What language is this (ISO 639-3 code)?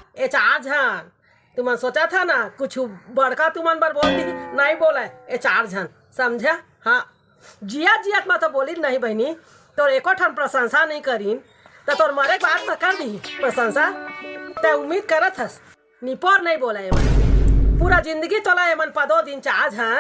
hne